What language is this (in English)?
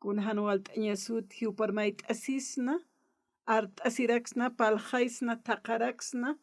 Aymara